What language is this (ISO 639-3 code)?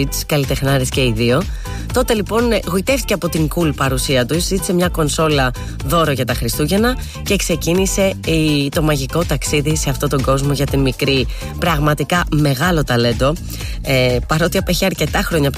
ell